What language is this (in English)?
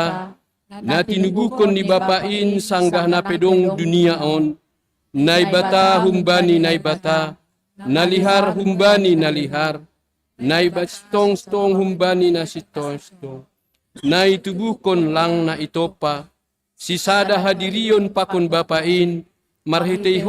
Batak Simalungun